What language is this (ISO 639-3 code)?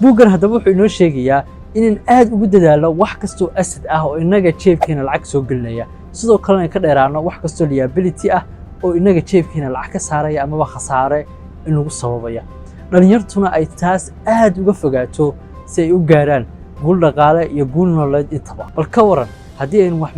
som